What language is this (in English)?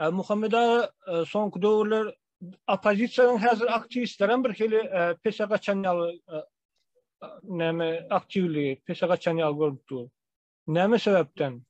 Turkmen